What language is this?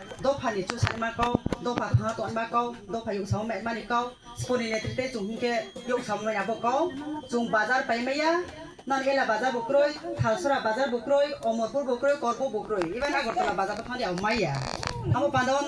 Kok Borok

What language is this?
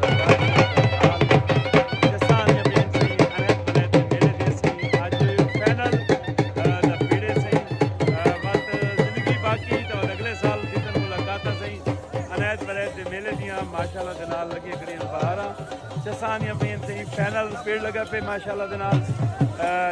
Saraiki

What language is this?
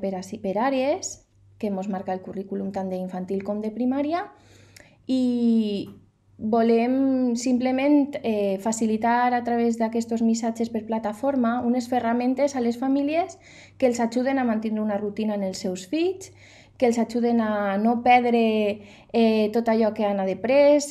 Catalan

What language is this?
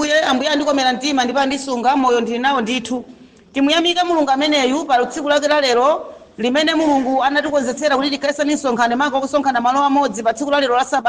Nyanja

